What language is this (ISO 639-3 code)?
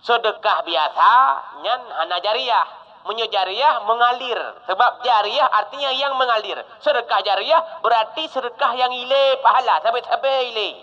ace